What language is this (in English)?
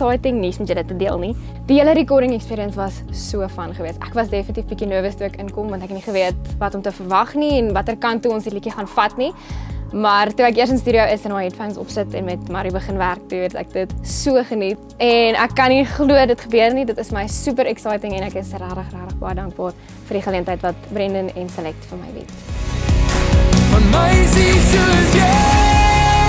Afrikaans